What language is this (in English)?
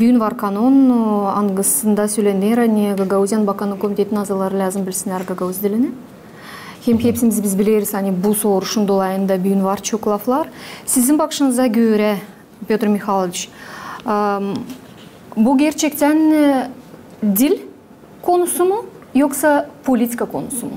Gagauz